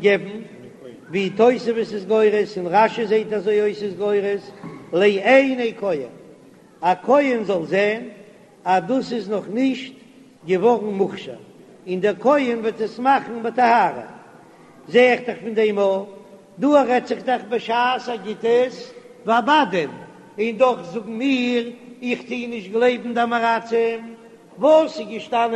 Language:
Yiddish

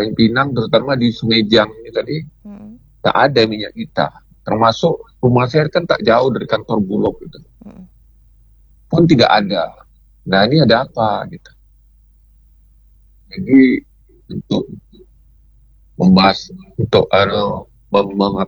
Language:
Indonesian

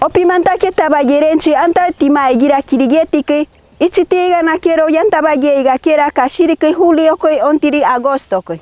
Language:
Machiguenga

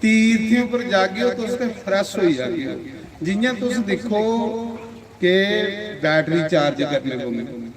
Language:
Dogri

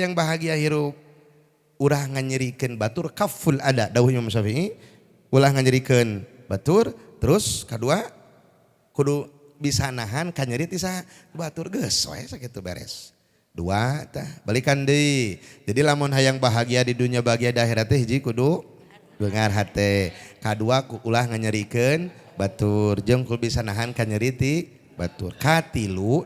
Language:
Sundanese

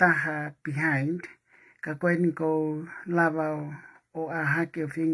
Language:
Tongan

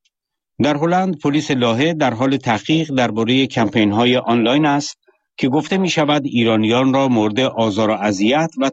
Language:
Persian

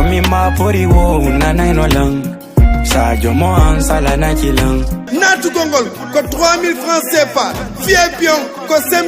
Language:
Fula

